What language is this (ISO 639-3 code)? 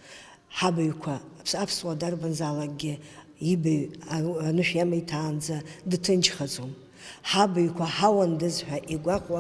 abk